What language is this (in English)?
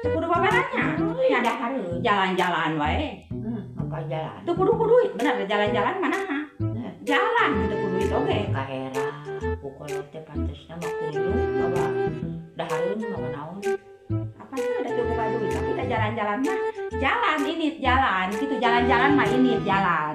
Sundanese